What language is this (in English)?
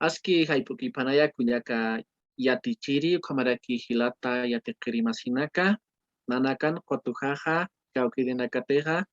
Aymara